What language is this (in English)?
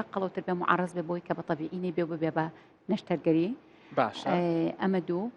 Central Kurdish